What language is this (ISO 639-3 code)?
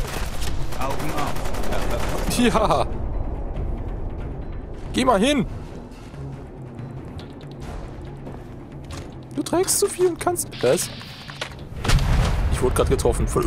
deu